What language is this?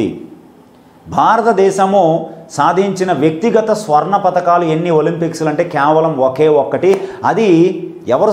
Telugu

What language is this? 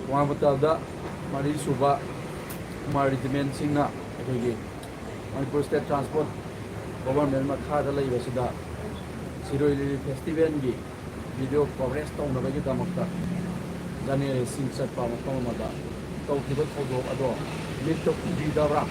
Manipuri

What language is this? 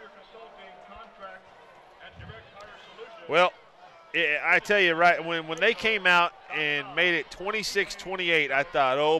English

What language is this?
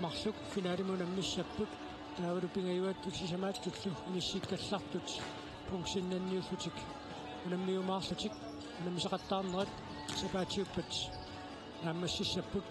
Kalaallisut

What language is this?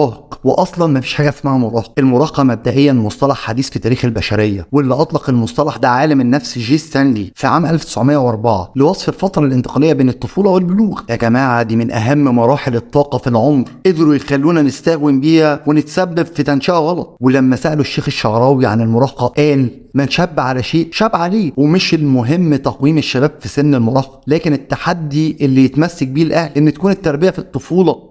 Egyptian Arabic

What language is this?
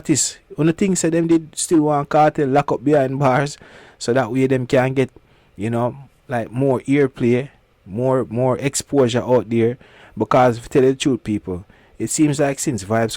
Jamaican Creole English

